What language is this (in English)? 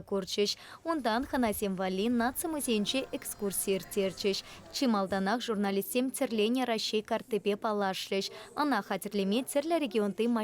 Chuvash